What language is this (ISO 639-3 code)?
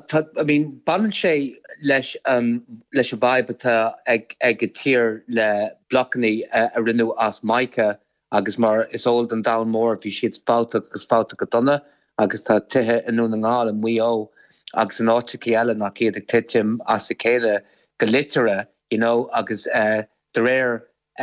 gle